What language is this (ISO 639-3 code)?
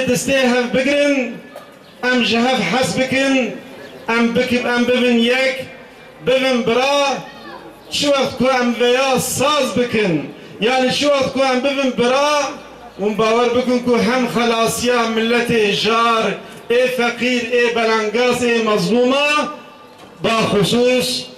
kur